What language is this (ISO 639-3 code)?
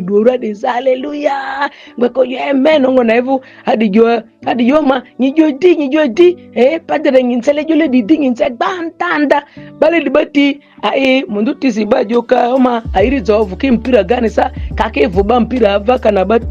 mhi